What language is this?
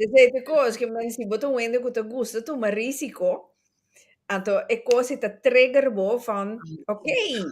Papiamento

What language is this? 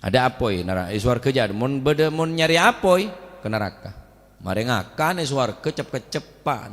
Madurese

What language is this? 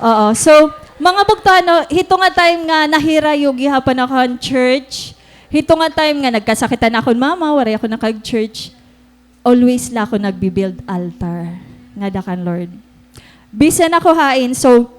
Waray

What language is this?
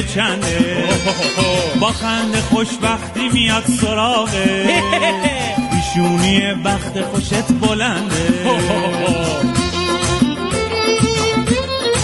Persian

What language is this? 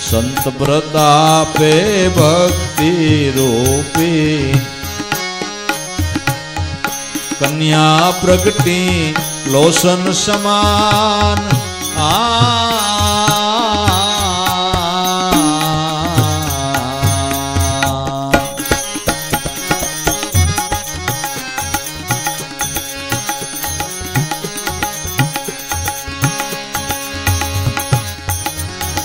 Gujarati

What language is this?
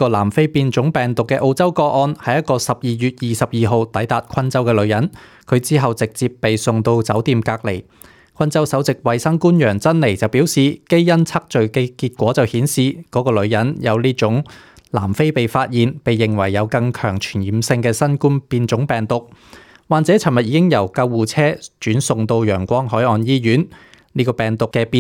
Cantonese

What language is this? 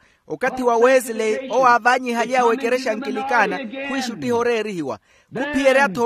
Makhuwa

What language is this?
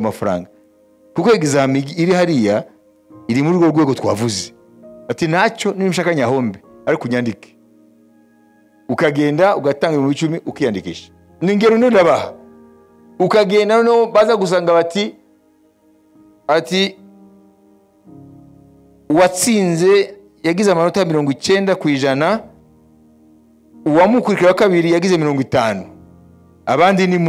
Kinyarwanda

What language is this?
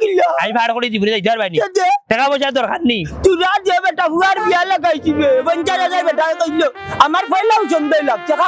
Sylheti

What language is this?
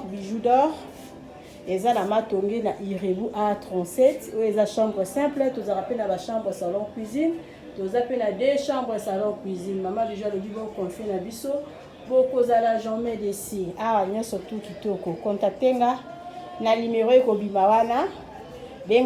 Lingala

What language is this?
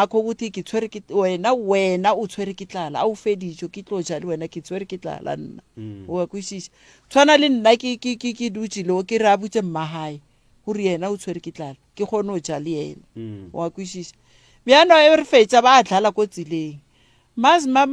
Northern Sotho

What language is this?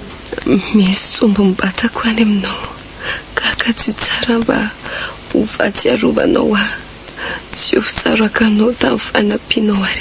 Malagasy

